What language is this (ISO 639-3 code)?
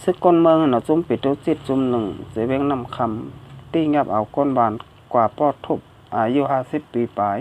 shn